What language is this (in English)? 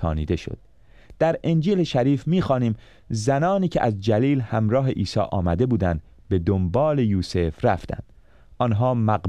Persian